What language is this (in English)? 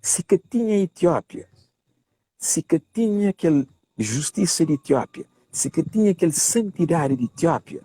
Kabuverdianu